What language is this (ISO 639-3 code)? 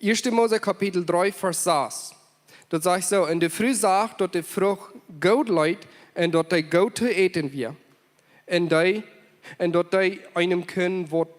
pdt